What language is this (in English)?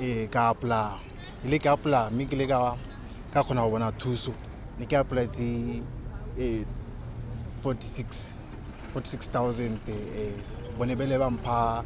Tswana